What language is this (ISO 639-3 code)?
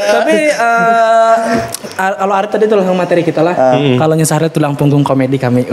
bjn